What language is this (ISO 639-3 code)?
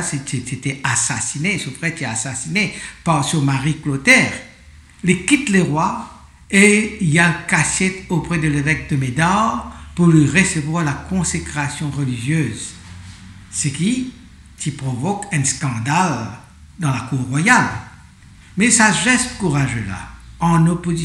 mfe